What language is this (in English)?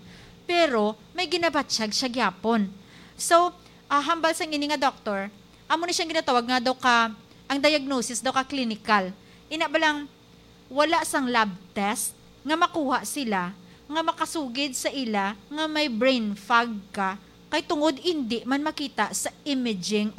Hiligaynon